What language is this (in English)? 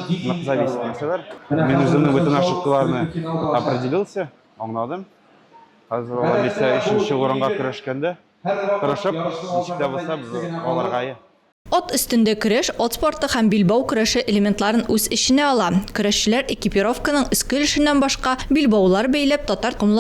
Tatar